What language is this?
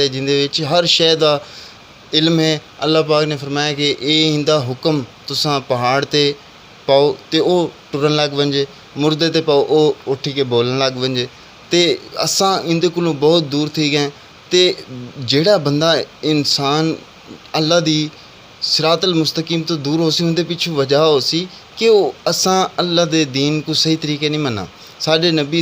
Saraiki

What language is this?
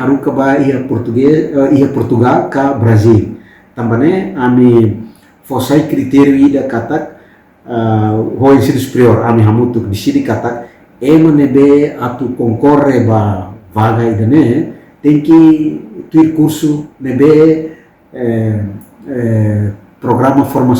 Tetum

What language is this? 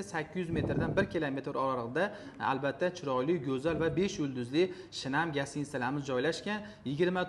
Uzbek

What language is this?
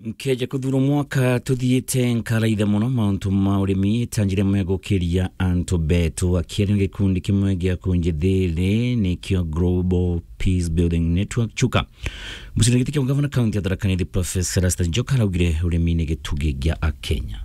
Meru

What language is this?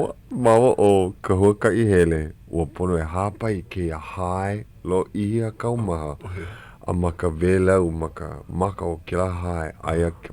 Hawaiian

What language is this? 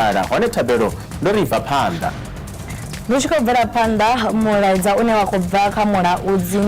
Venda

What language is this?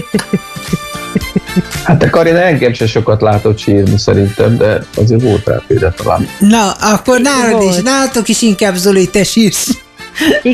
Hungarian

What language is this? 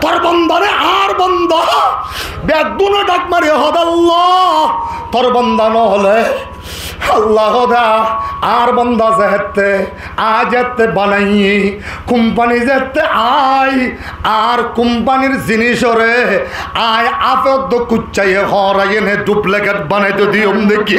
Rohingya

